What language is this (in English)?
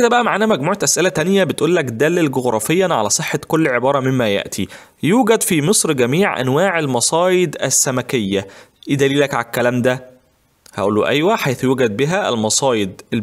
Egyptian Arabic